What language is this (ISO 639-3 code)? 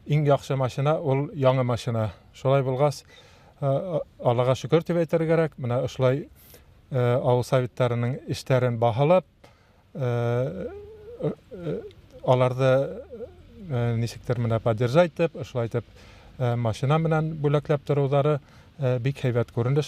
bak